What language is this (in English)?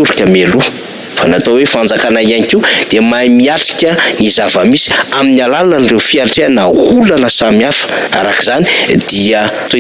Malagasy